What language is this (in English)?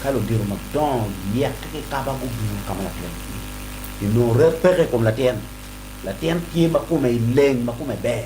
Acoli